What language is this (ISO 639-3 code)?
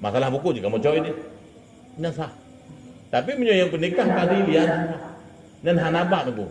ace